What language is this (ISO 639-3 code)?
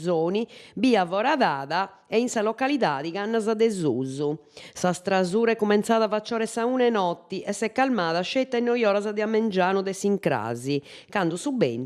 srd